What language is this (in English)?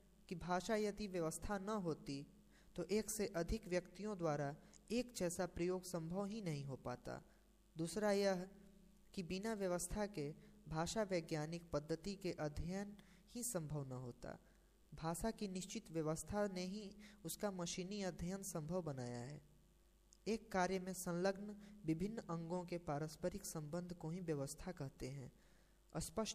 Hindi